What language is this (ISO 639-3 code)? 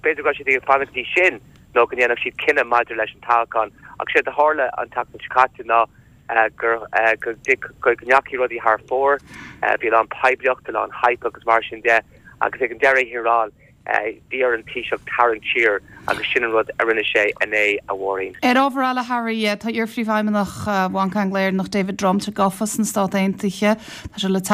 gle